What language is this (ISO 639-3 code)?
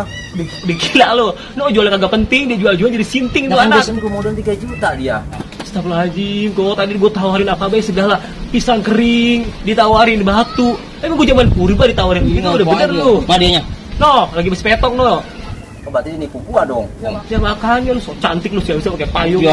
bew